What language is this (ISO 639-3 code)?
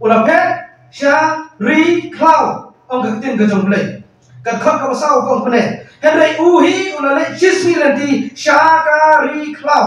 kha